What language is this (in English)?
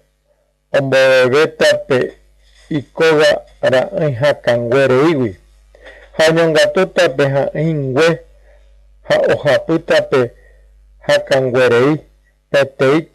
Guarani